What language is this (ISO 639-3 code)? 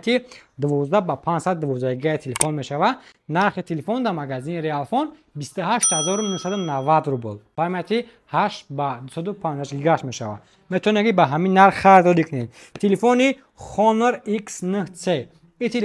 tgk